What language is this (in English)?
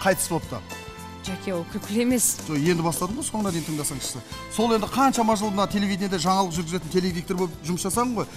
Kazakh